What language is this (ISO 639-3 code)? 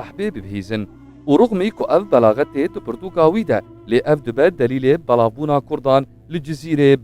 kur